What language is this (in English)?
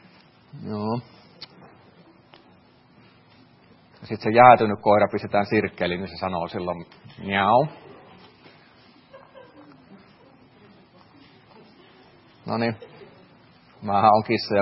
Finnish